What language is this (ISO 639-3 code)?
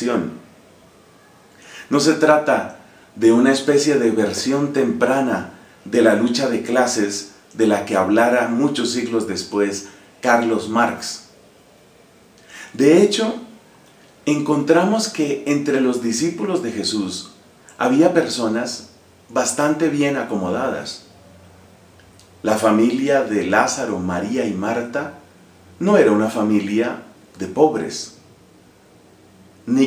spa